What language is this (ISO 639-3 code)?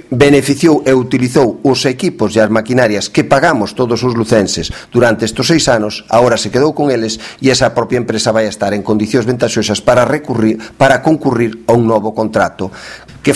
glg